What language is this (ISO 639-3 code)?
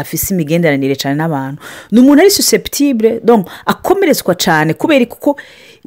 run